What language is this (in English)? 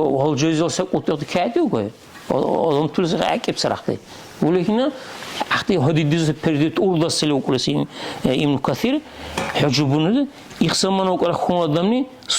Dargwa